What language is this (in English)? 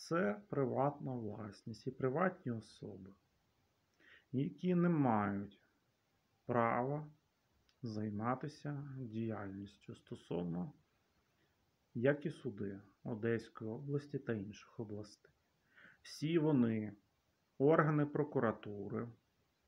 Ukrainian